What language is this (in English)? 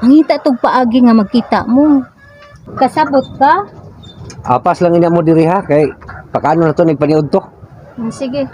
Cebuano